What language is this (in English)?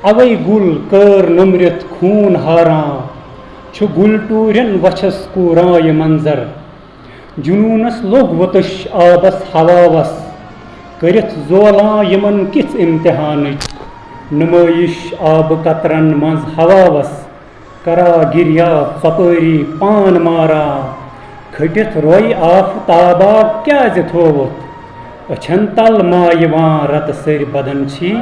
Kashmiri